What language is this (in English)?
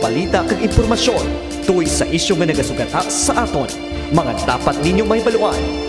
Hiligaynon